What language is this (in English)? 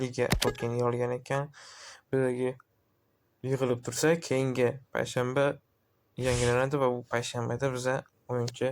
Uzbek